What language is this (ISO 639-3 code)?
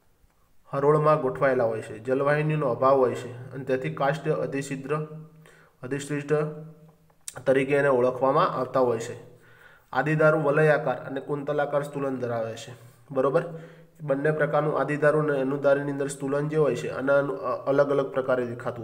guj